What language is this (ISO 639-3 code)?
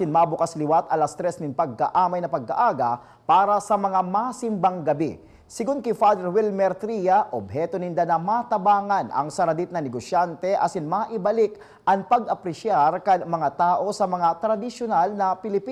bik